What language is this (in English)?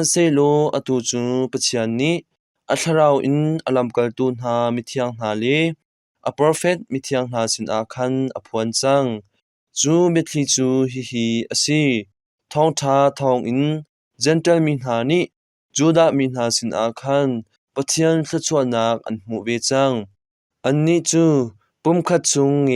Hakha Chin